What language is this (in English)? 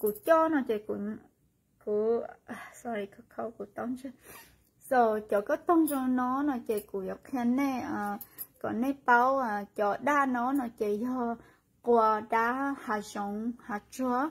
Hmong